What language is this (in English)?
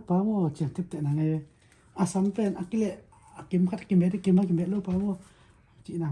Tedim Chin